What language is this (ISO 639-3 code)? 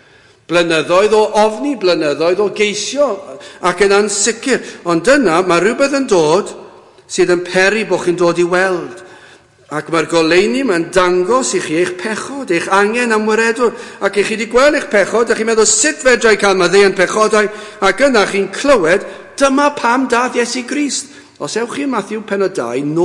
cym